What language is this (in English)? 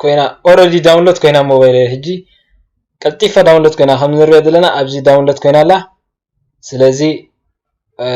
Tigrinya